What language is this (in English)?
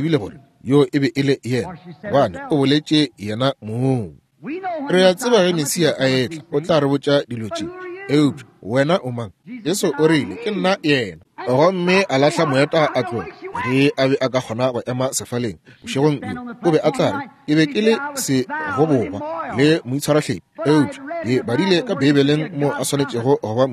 Northern Sotho